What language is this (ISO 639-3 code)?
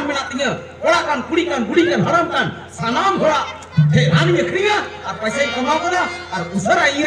sat